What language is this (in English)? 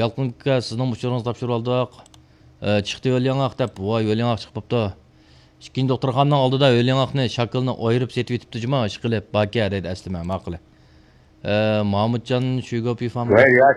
Uyghur